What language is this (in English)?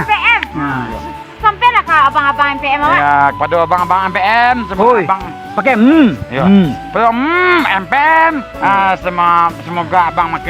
Minangkabau